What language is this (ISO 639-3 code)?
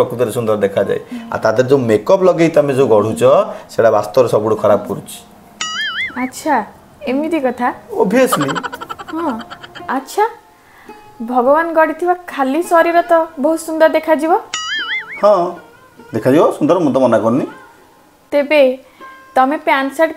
ori